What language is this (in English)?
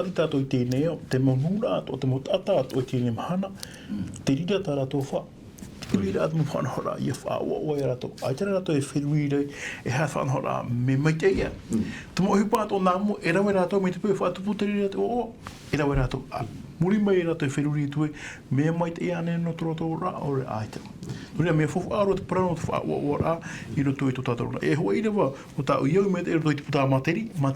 Tahitian